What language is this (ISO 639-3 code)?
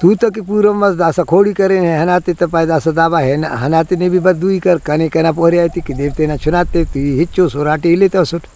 brh